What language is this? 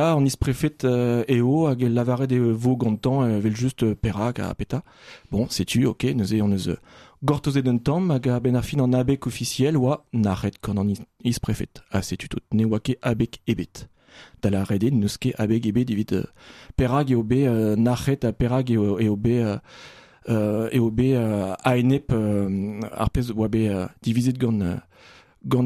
Breton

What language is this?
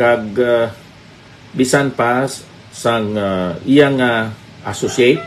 Hiligaynon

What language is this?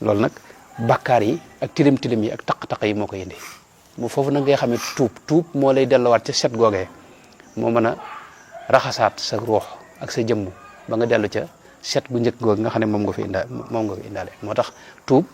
Wolof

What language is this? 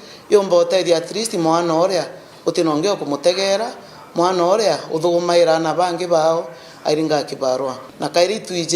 Meru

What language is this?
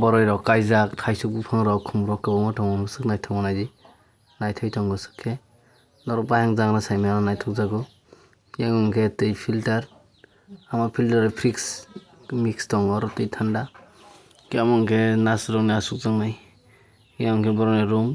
Kok Borok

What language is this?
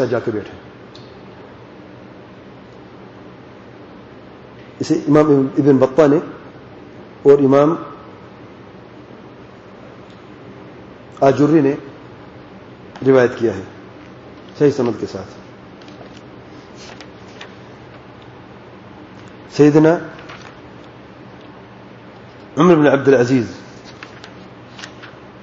Urdu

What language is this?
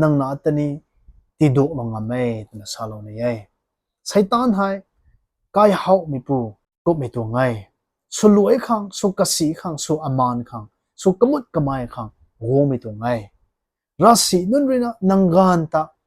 Rongmei Naga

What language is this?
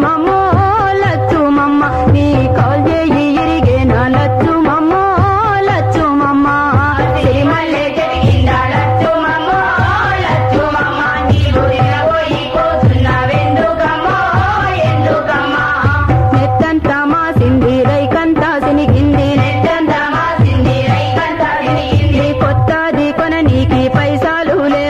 Telugu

